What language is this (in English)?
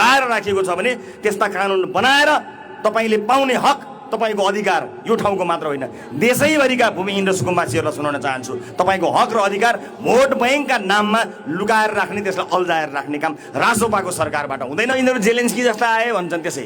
Nepali